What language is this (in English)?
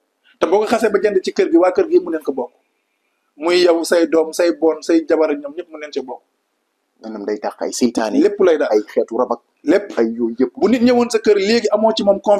Wolof